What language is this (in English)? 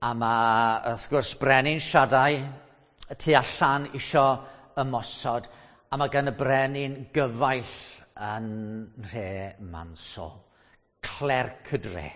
Welsh